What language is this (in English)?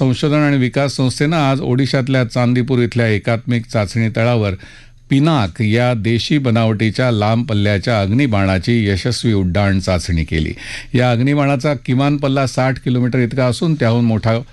Marathi